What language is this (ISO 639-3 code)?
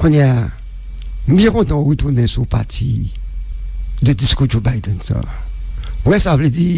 hat